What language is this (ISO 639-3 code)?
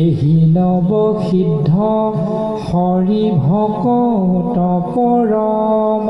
asm